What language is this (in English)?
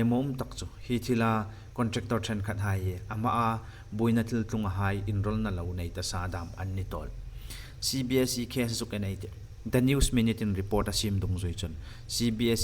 Hmar